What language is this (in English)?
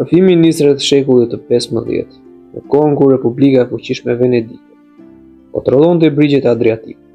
Albanian